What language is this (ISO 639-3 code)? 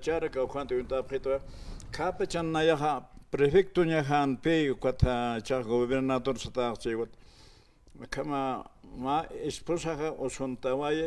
aym